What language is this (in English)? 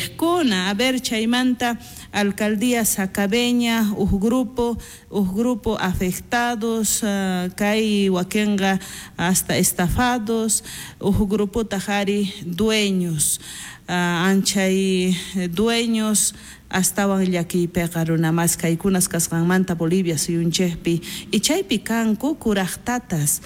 South Bolivian Quechua